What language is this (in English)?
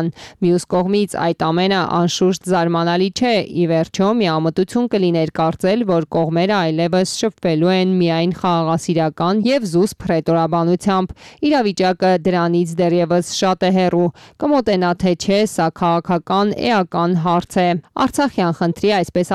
Armenian